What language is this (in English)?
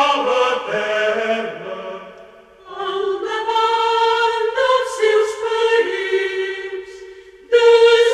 Catalan